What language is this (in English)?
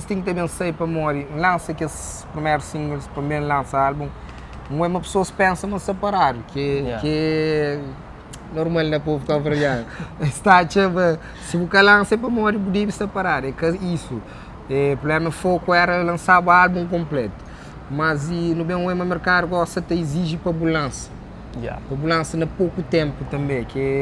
Kabuverdianu